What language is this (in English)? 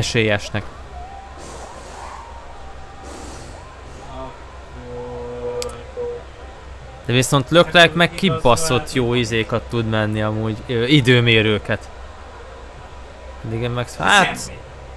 Hungarian